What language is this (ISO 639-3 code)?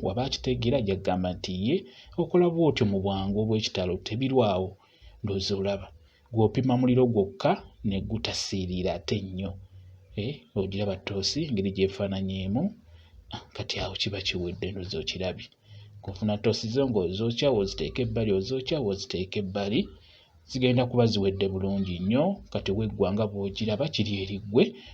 lug